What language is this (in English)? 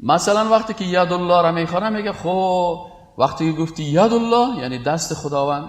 Persian